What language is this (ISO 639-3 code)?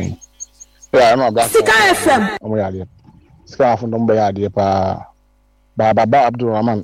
aka